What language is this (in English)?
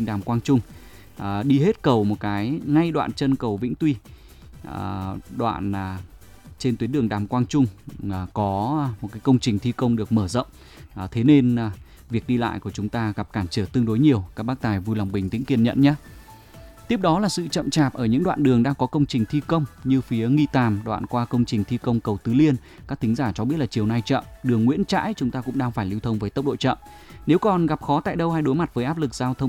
Vietnamese